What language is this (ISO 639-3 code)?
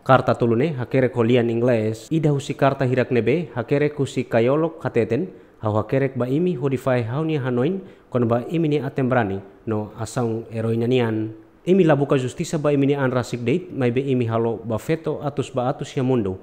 tet